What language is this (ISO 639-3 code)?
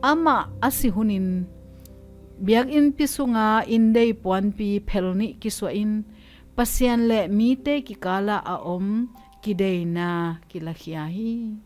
ctd